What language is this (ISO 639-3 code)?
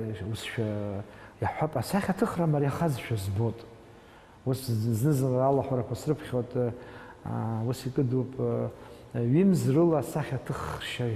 abk